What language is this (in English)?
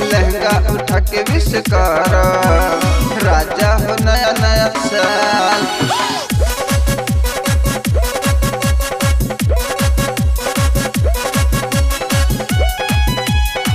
Bhojpuri